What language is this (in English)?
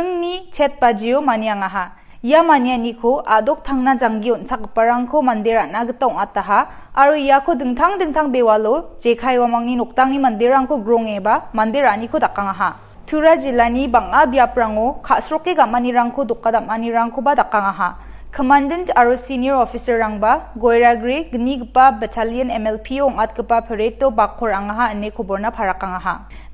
Garo